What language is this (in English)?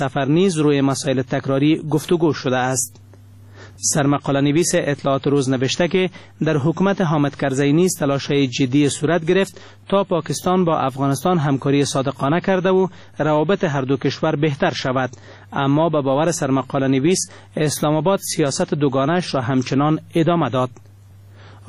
Persian